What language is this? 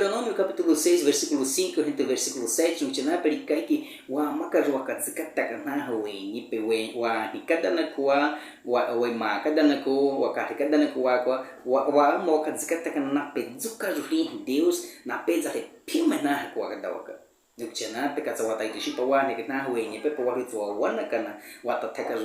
Baniwa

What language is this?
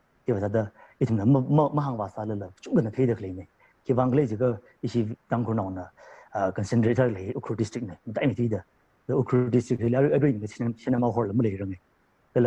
Tangkhul Naga (India)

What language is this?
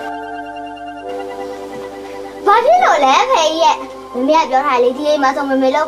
Burmese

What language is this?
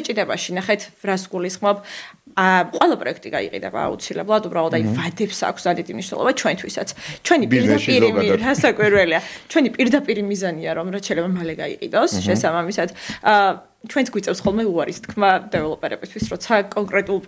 Georgian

